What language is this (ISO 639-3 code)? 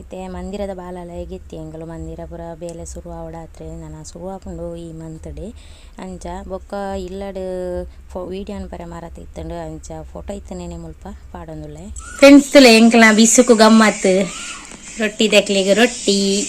tcy